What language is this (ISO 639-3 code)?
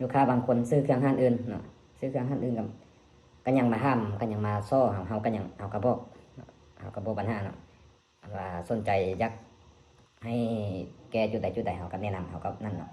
lao